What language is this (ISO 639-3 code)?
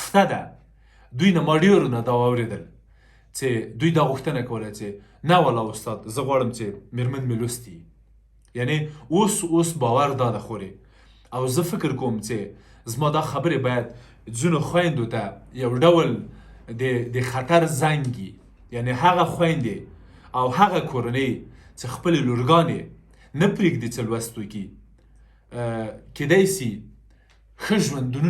pus